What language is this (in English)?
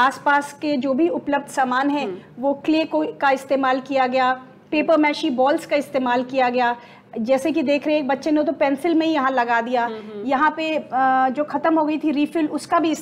Hindi